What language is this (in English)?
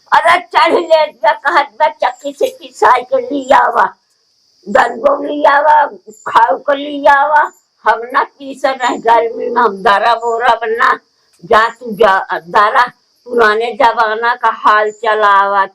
Awadhi